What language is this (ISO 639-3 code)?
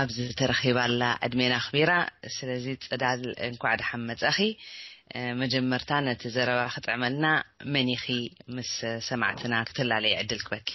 tir